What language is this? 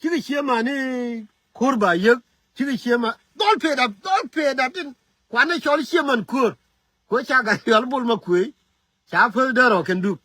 Nuer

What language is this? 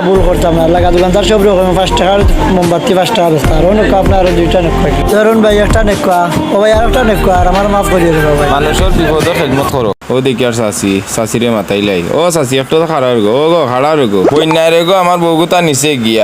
Sylheti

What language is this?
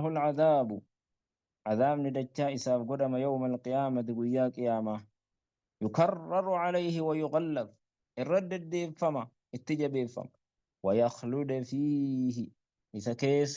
Oromo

